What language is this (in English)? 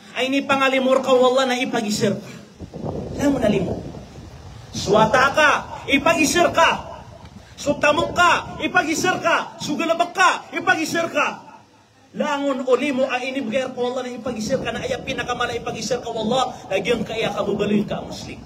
Maranao